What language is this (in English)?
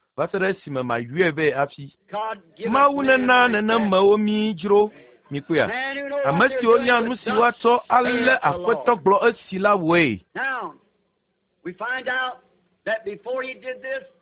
Ewe